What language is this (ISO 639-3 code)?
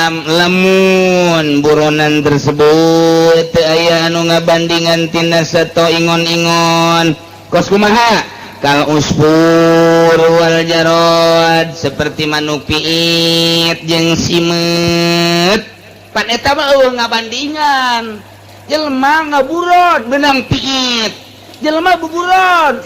sun